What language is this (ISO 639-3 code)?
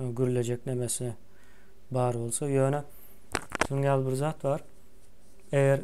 tuk